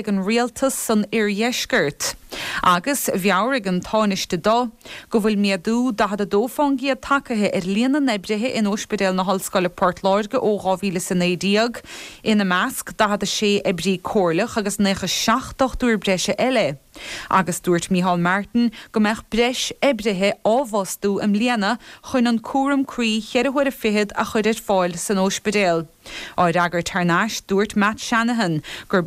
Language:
Irish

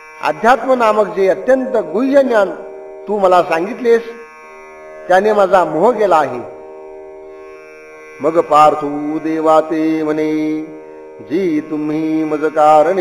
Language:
Marathi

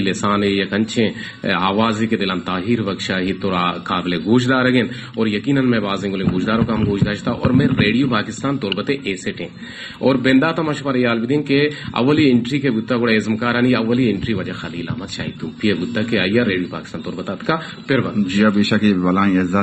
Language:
Baluchi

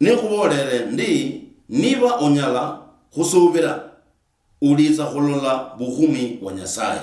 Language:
Luyia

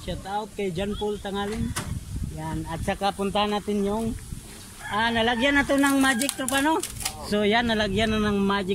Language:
Filipino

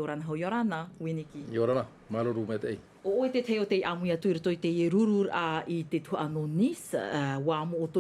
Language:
Tahitian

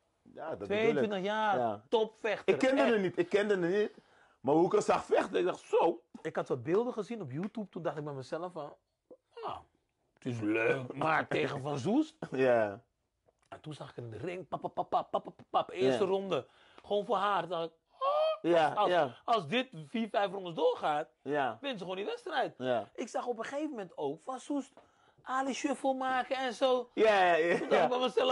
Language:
Dutch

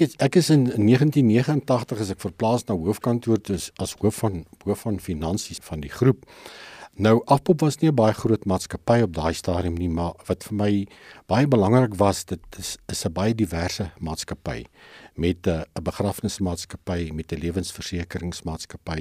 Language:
Afrikaans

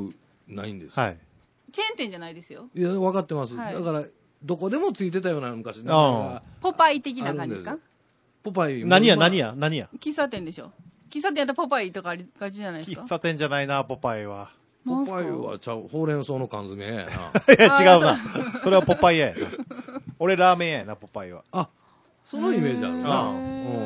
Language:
Japanese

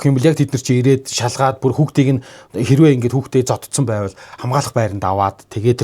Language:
Mongolian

